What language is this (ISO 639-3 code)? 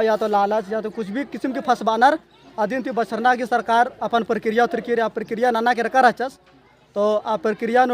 kru